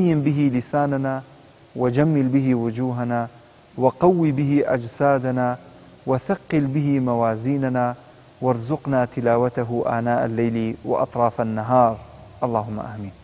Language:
Arabic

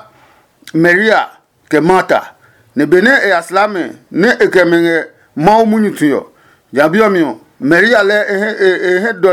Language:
Adangme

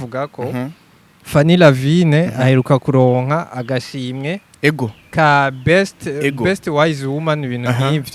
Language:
Rundi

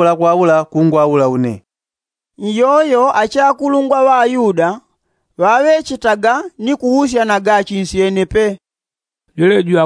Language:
Yao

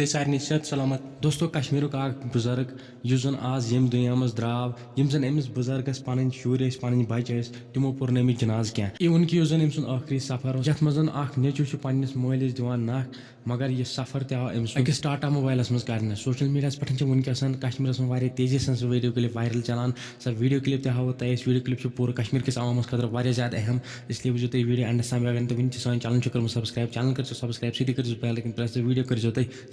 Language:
Kashmiri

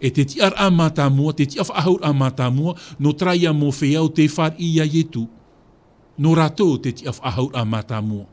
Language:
Tahitian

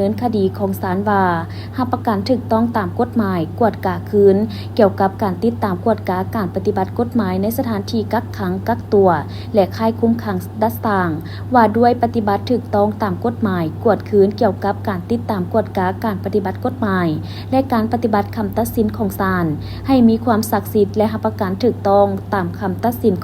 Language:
Lao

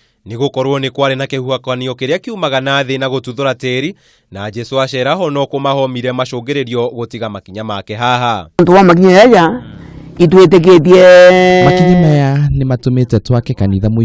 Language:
Kikuyu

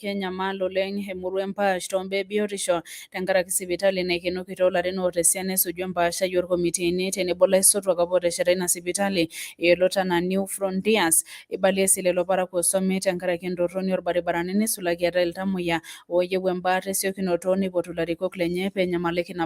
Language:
Masai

